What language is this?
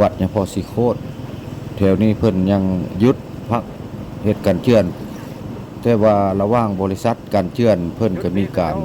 Lao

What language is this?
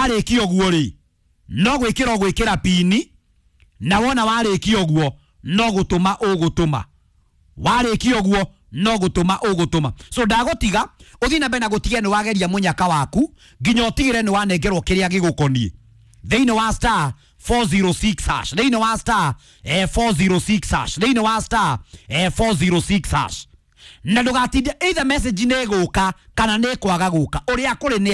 Kikuyu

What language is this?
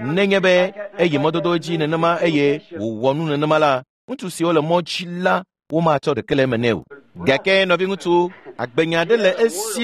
Ewe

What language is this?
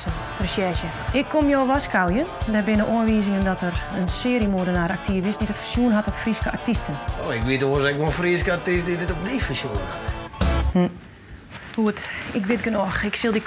Western Frisian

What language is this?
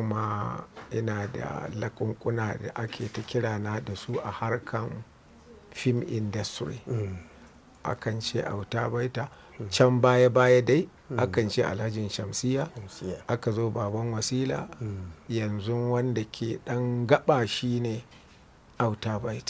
Hausa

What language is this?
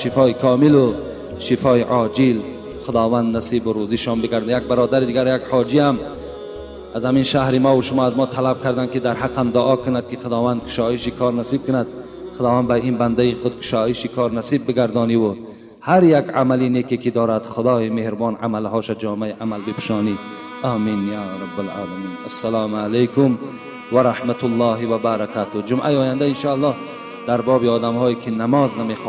Tajik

